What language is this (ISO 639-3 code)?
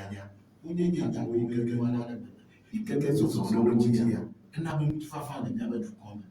ewe